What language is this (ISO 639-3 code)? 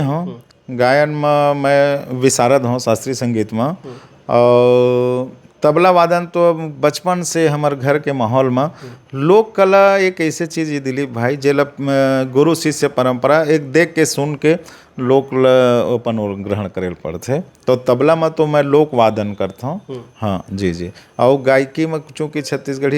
hne